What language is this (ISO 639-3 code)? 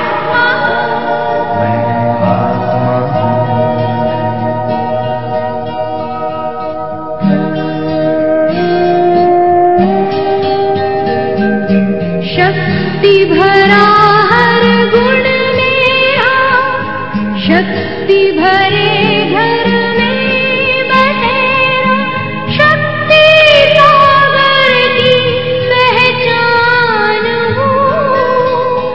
hin